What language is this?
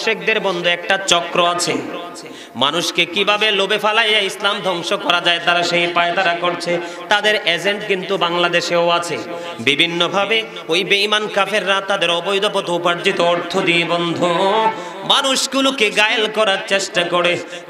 Bangla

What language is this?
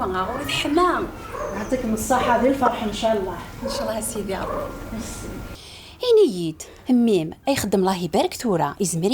Kabyle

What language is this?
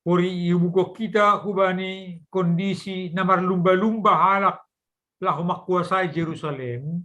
Batak Simalungun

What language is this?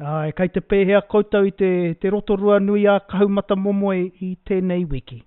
Māori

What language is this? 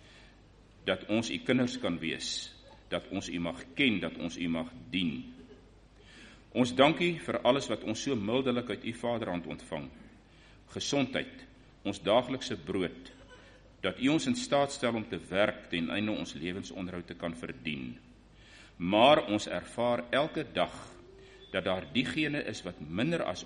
Afrikaans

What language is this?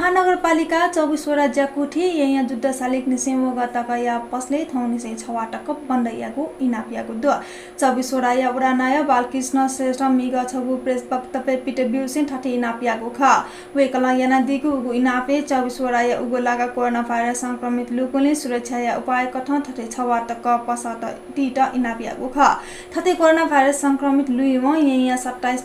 Newari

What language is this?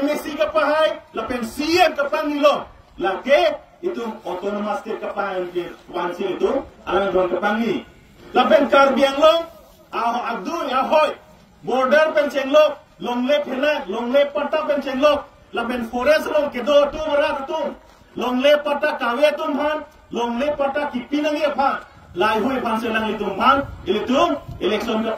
Karbi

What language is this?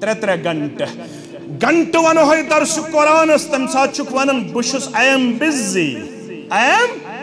Kashmiri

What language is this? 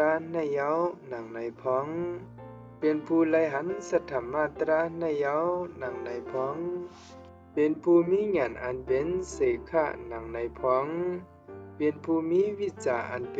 Shan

